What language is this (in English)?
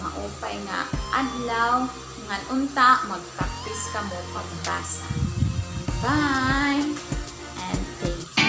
Waray